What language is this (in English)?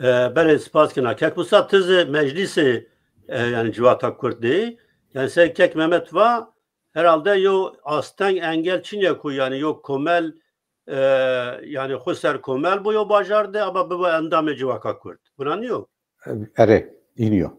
Zaza